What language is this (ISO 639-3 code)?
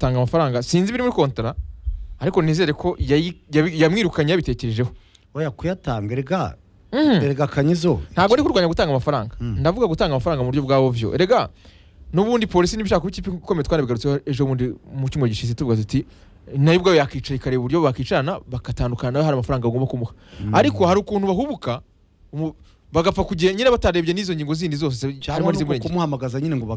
kin